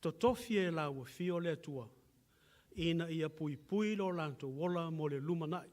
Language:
Samoan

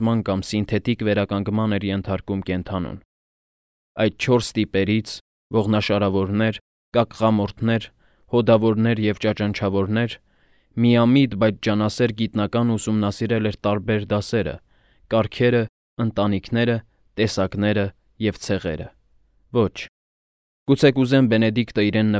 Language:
Armenian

